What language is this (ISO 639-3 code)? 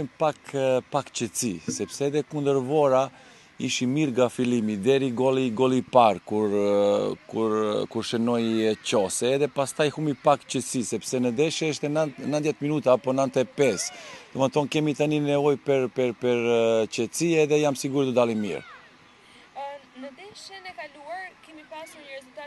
sqi